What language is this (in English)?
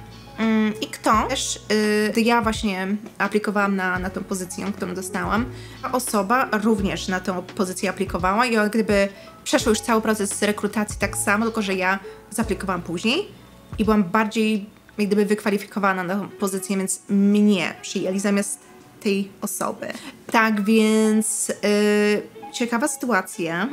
Polish